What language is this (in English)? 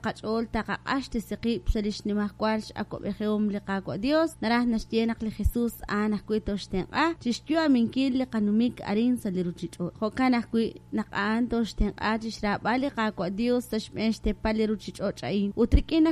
Kekchí